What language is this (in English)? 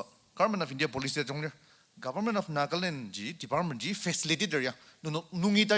Ao Naga